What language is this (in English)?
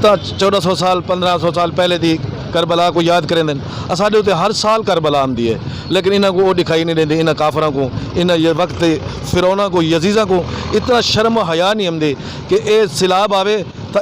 Saraiki